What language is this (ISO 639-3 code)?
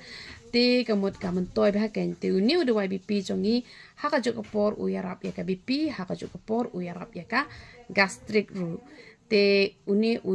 kha